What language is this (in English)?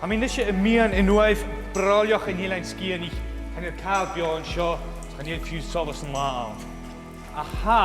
Scottish Gaelic